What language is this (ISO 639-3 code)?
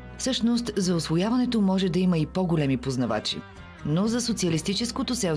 bul